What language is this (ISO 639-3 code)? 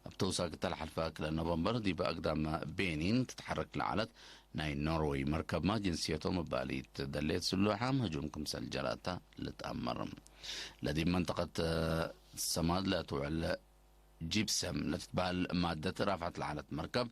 tig